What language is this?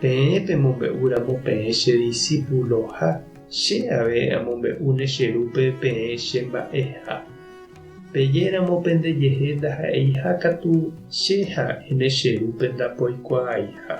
Guarani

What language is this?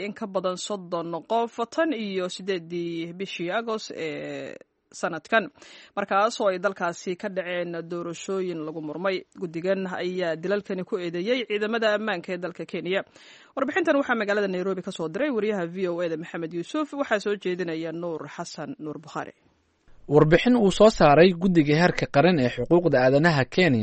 Somali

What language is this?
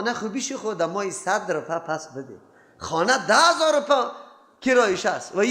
Persian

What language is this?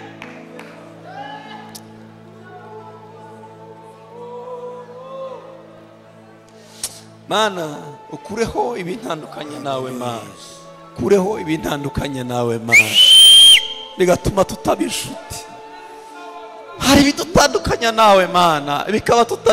Kinyarwanda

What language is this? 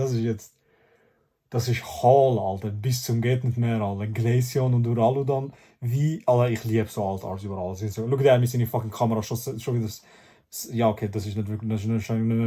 Swiss German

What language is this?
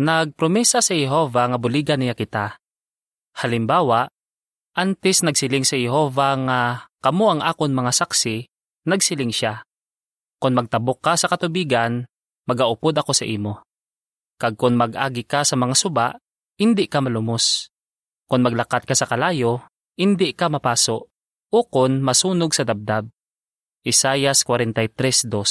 Hiligaynon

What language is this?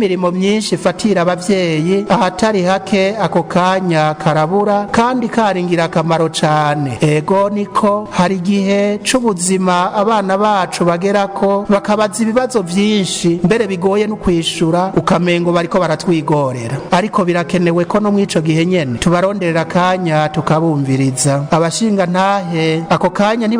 Rundi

